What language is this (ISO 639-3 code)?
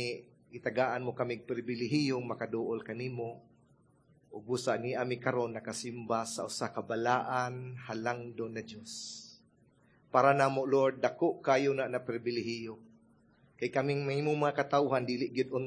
ceb